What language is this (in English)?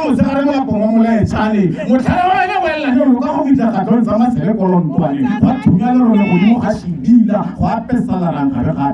Northern Sotho